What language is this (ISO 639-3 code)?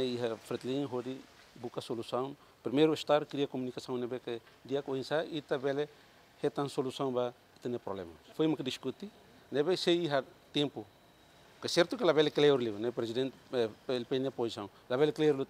tet